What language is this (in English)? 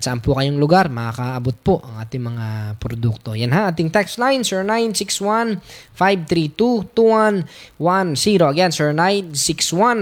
Filipino